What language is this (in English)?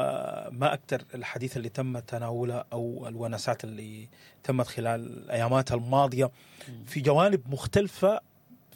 Sudanese Arabic